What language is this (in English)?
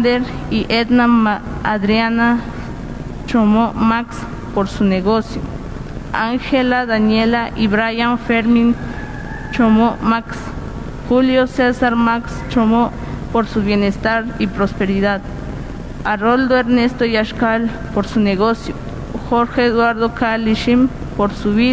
Kekchí